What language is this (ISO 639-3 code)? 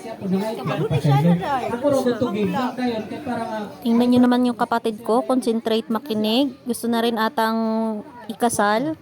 ceb